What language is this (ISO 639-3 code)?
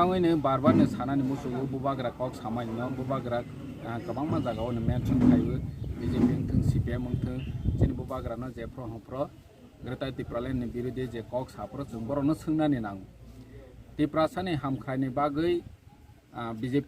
trp